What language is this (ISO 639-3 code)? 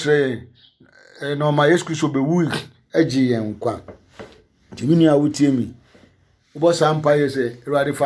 aka